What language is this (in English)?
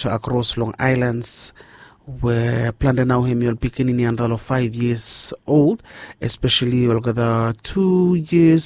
Bislama